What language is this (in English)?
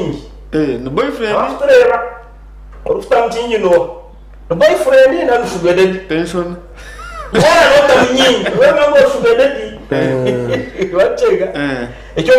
Nyankole